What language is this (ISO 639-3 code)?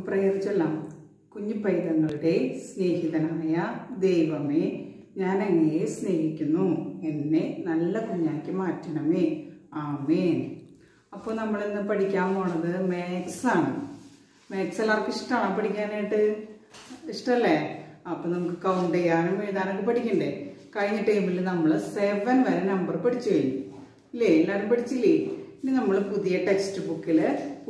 mal